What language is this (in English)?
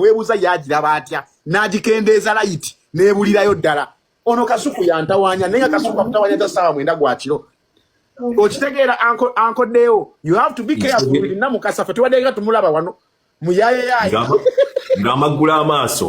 Ganda